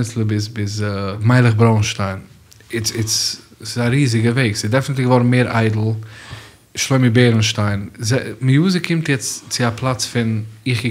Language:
Yiddish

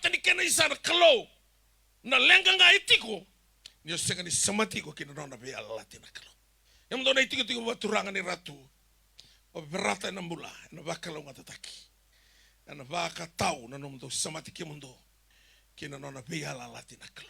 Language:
Fijian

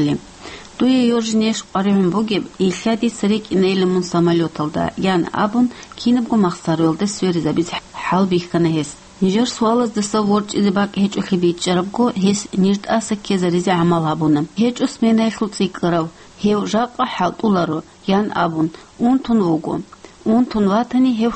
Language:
Avaric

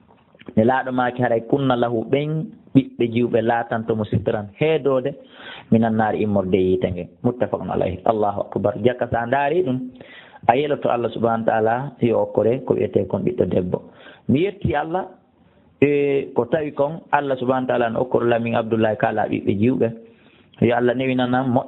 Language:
Fula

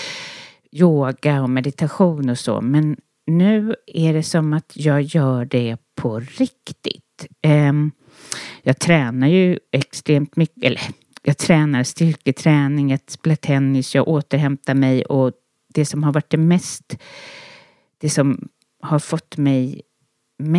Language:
Swedish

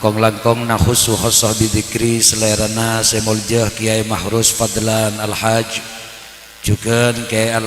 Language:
Madurese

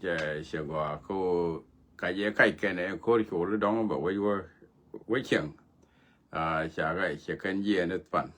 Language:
Nuer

